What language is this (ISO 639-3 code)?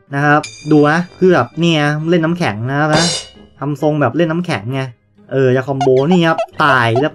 tha